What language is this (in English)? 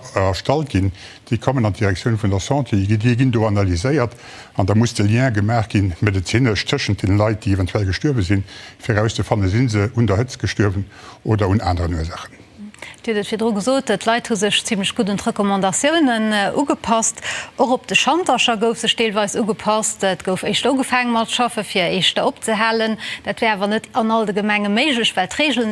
Luxembourgish